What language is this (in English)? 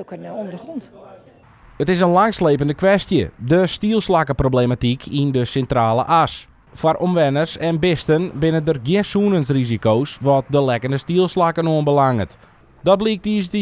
Western Frisian